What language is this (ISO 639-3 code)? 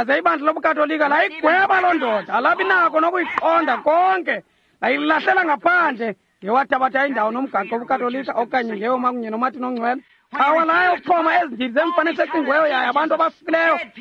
xho